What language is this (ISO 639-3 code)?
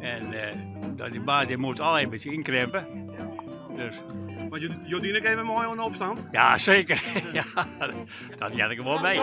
fry